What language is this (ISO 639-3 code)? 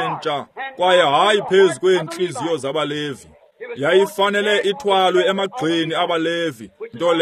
xho